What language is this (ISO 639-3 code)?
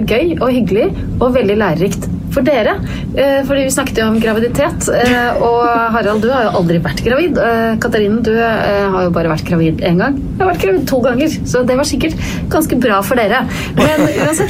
nor